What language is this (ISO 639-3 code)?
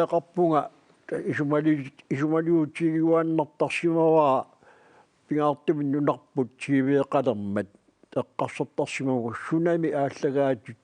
kal